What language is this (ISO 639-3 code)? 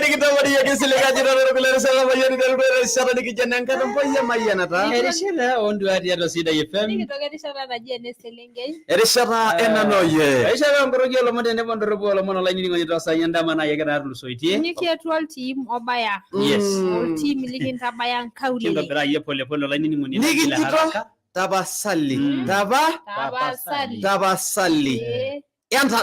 mas